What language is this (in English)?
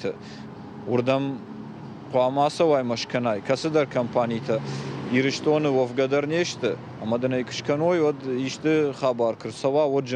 Ossetic